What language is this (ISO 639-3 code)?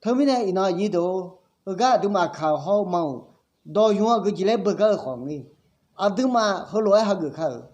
ahk